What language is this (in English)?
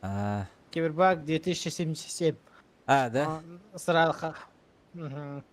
Yakut